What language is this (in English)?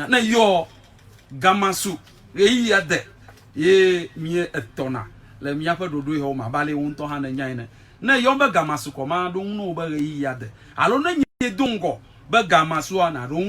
Ewe